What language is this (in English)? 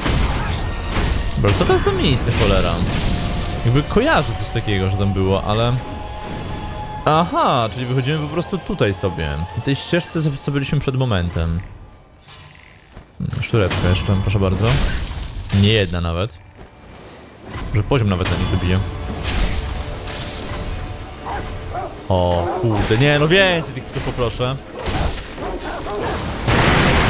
Polish